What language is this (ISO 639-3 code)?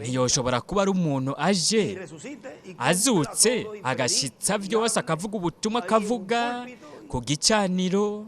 run